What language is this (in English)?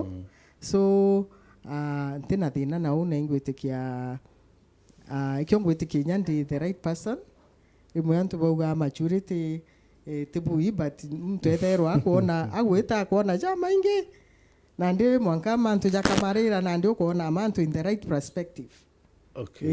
Meru